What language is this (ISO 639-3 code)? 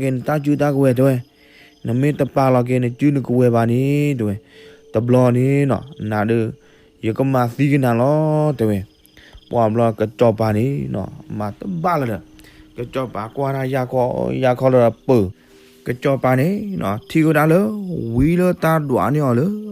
ksw